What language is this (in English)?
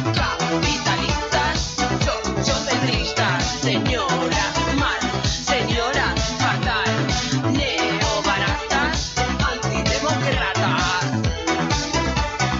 Basque